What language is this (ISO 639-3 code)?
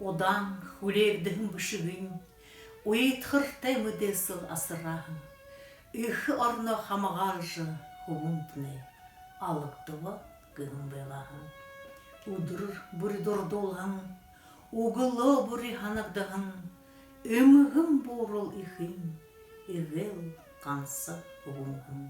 bua